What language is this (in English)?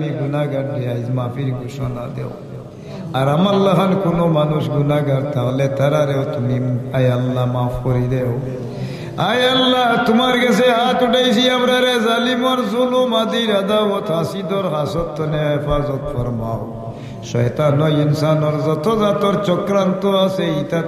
Sylheti